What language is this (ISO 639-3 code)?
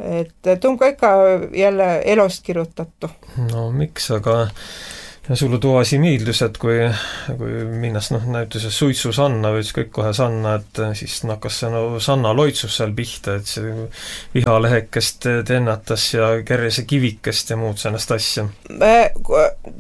est